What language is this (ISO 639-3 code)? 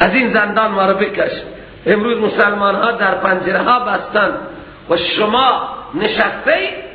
fas